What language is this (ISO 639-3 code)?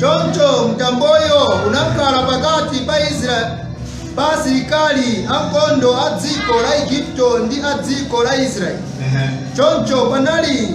nya